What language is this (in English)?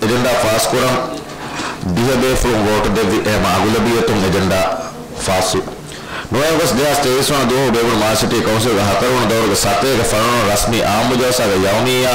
Divehi